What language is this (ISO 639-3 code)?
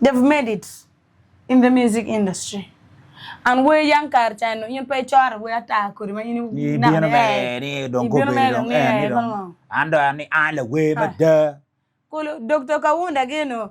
ach